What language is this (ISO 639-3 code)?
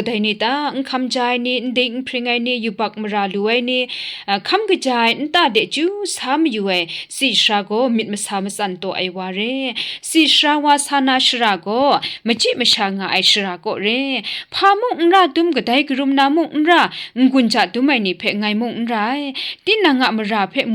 kac